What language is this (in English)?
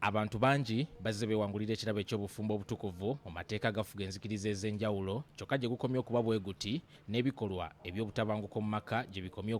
Ganda